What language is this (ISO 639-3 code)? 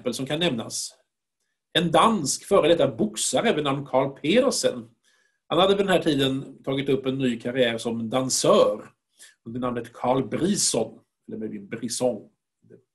swe